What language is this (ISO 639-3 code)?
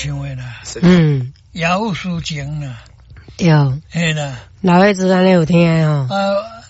nan